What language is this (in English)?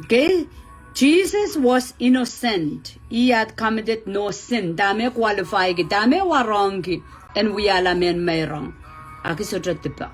Pohnpeian